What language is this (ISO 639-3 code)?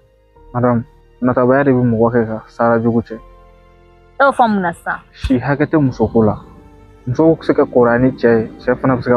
bam